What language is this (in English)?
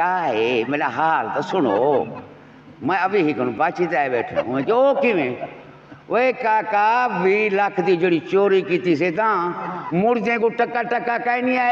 Saraiki